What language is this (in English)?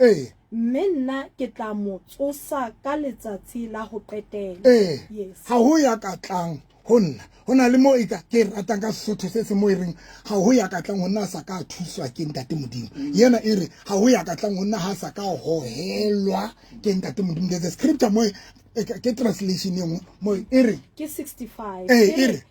Southern Sotho